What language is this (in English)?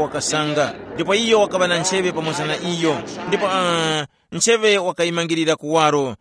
Tumbuka